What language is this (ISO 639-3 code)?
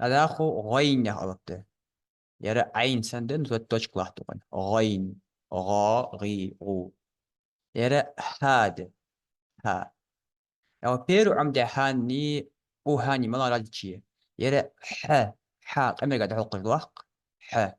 inh